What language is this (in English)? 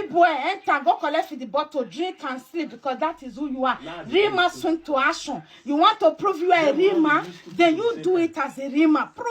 Nigerian Pidgin